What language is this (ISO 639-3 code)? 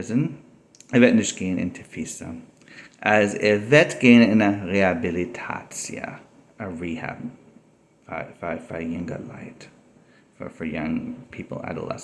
yid